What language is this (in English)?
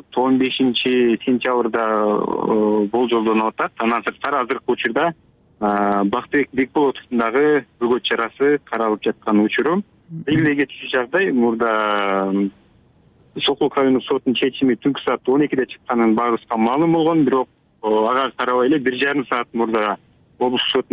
Kyrgyz